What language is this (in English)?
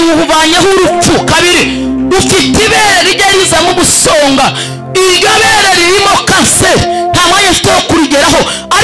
Kinyarwanda